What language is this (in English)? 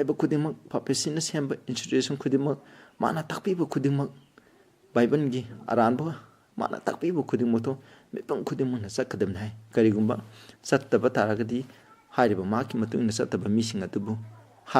Manipuri